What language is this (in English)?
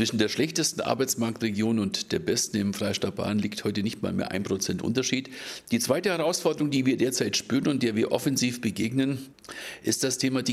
German